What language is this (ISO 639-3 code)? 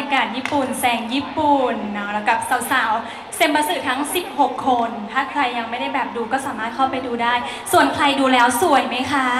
tha